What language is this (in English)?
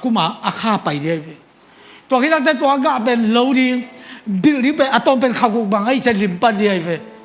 Tedim Chin